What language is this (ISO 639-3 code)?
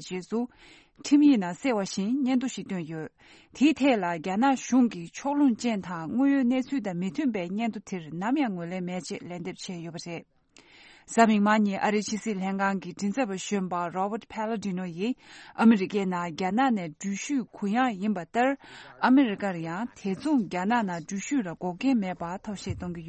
bod